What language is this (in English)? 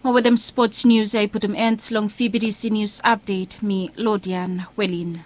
Bislama